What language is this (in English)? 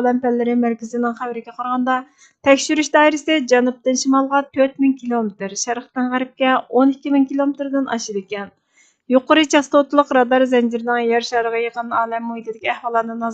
Uyghur